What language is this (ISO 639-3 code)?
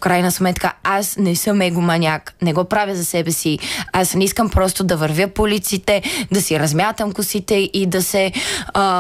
bul